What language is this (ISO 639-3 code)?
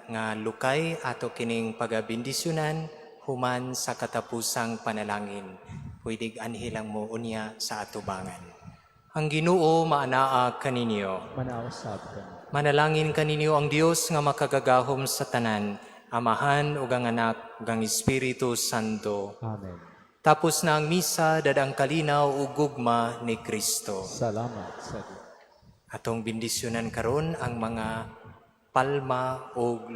ceb